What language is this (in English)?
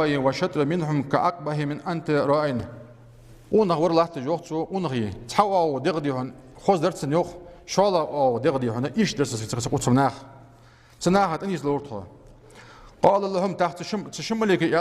Ingush